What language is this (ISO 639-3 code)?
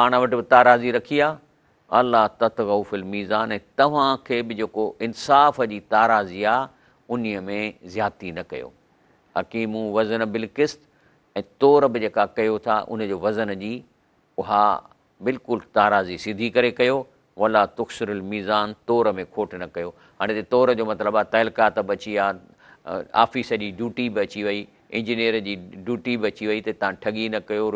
snd